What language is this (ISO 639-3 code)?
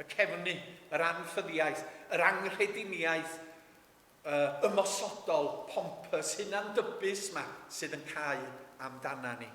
cym